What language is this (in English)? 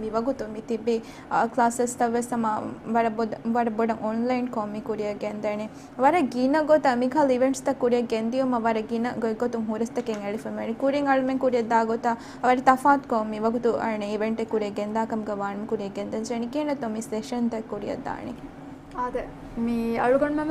Divehi